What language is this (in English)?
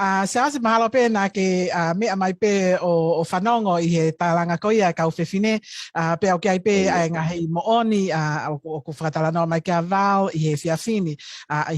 Tongan